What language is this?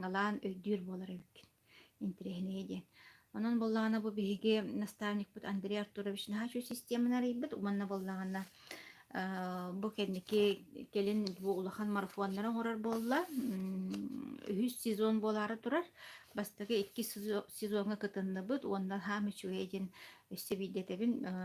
Yakut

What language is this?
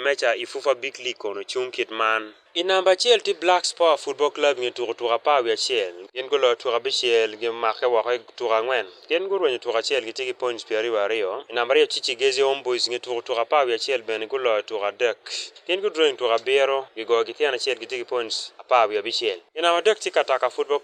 Acoli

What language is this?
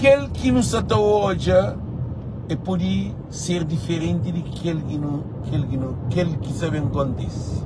Kabuverdianu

